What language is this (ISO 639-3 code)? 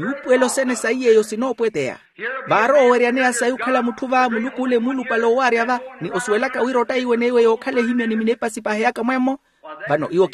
vmw